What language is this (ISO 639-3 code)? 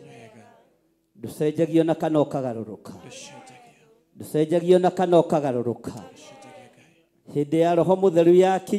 kik